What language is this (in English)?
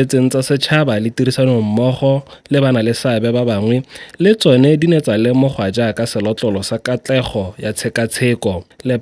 Tswana